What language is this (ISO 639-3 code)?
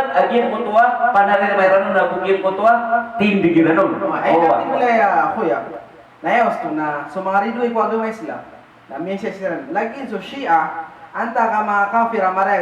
mrw